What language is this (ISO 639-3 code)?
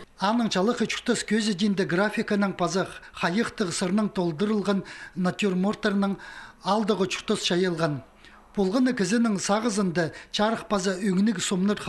kjh